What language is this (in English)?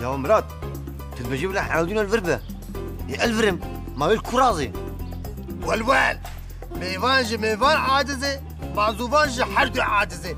Kurdish